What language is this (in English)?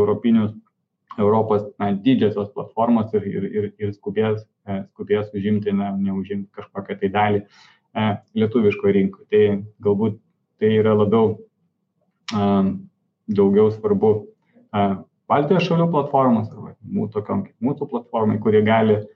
Lithuanian